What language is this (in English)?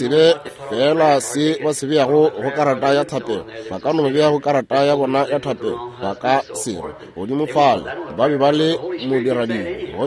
Northern Sotho